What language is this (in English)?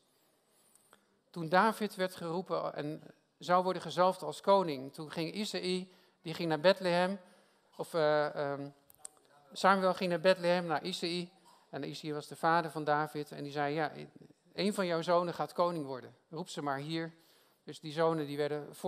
Dutch